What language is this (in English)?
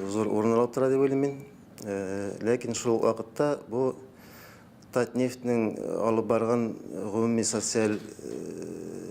Tatar